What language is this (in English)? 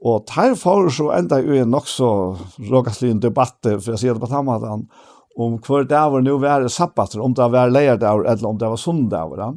Faroese